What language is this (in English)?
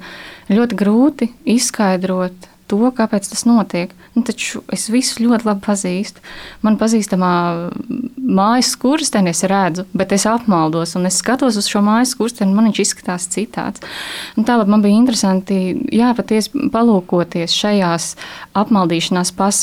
Latvian